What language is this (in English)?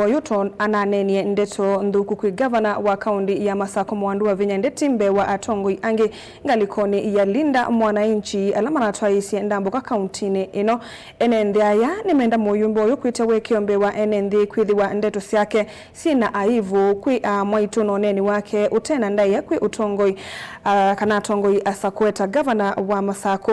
Kamba